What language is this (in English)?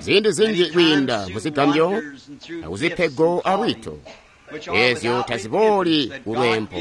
Tonga (Zambia)